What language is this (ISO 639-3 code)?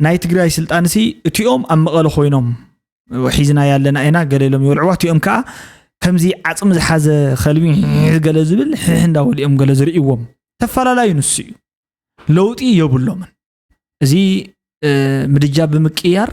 tir